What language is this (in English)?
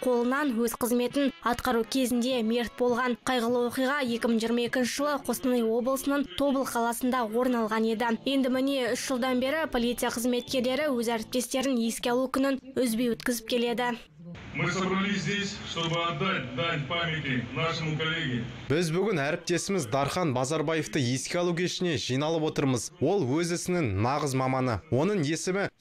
Kazakh